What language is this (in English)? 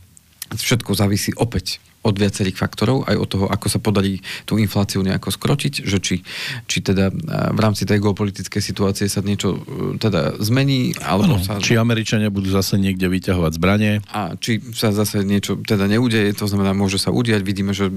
Slovak